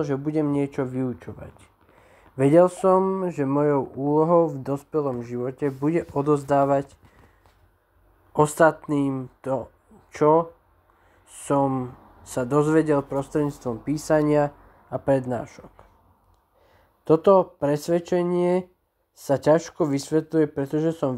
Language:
Slovak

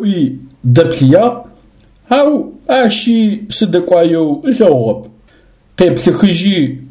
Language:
Adyghe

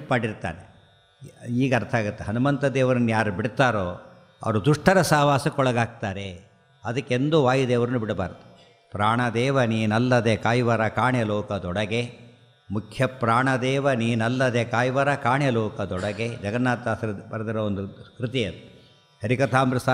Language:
Kannada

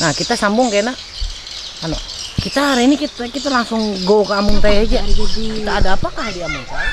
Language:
Banjar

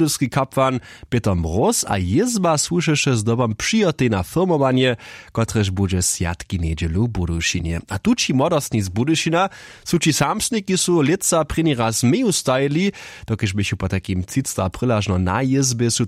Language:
Upper Sorbian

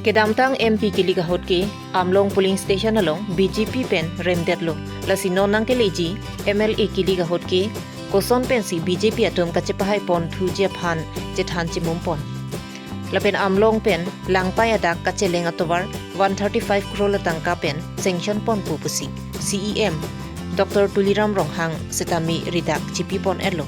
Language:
Karbi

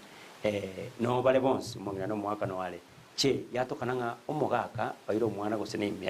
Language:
Gusii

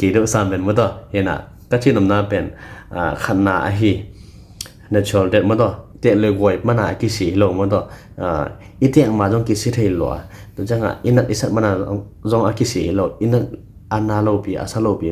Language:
Tedim Chin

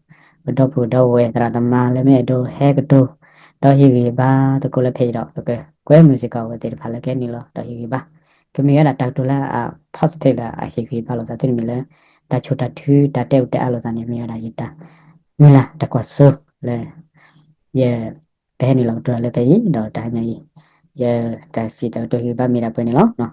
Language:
S'gaw Karen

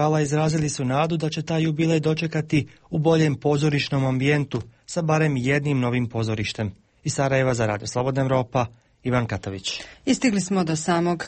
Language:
Bosnian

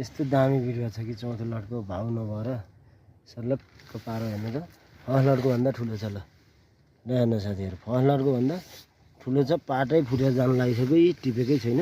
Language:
Nepali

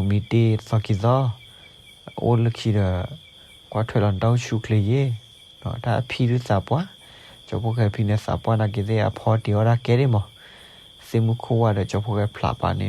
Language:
S'gaw Karen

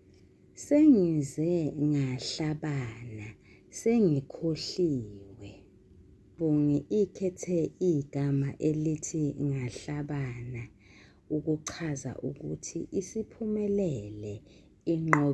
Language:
Zulu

